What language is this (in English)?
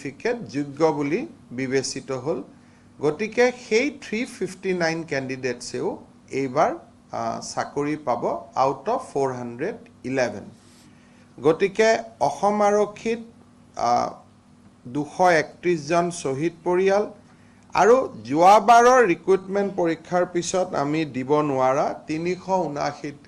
Assamese